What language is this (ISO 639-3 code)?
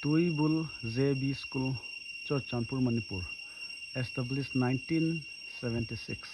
pck